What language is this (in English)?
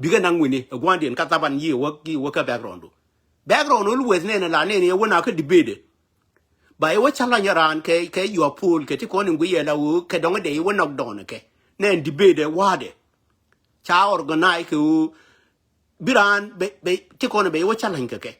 Nuer